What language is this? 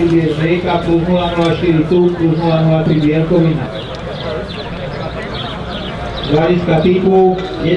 Slovak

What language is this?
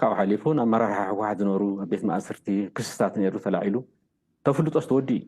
Tigrinya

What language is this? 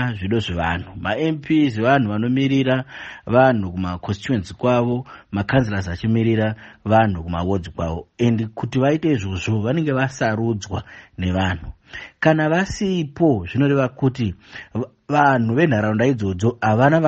Shona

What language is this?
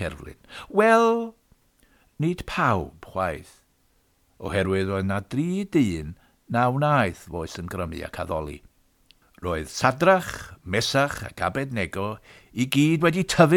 Welsh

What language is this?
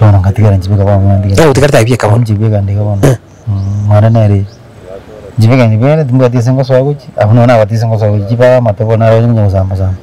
Gusii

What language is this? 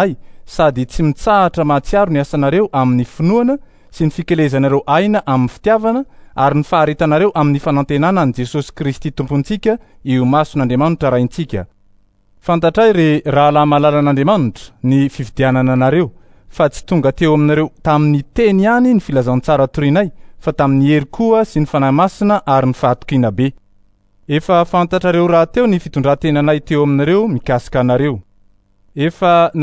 Malagasy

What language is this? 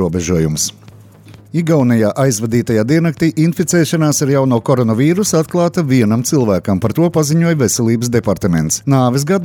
Latvian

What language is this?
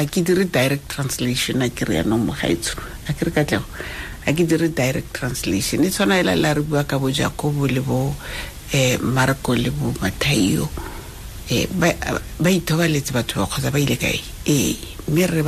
Tswana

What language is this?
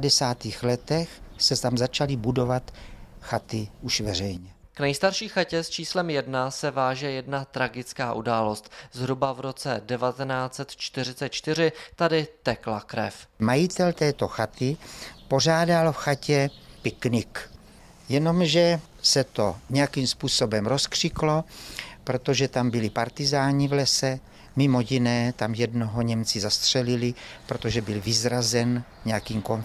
Czech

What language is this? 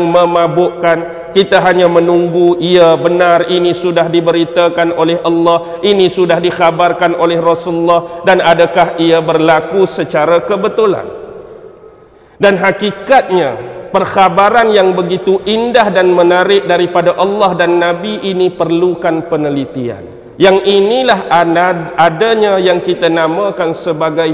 Malay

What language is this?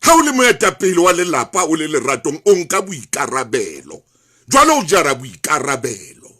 Southern Sotho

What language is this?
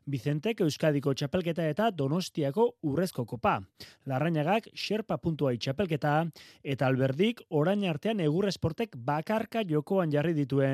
Basque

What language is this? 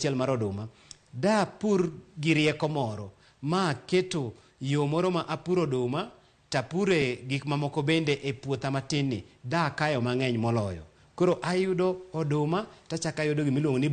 Luo (Kenya and Tanzania)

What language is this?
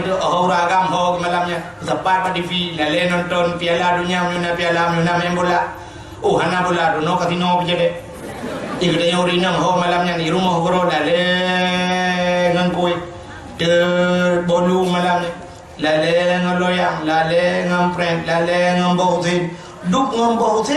Achinese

